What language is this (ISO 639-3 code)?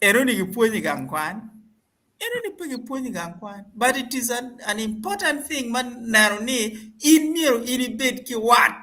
ach